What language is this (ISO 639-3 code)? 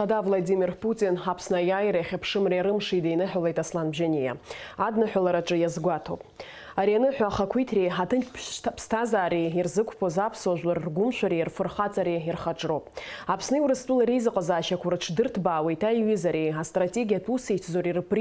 abk